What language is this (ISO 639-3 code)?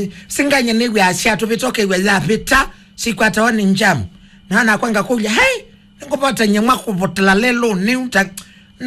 kam